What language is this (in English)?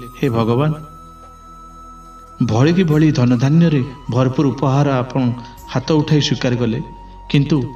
Odia